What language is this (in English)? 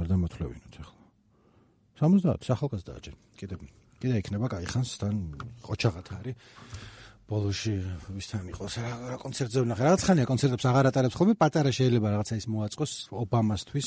Georgian